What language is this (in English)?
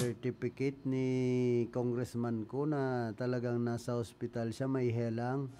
Bikol